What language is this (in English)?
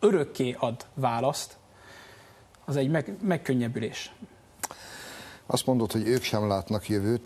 Hungarian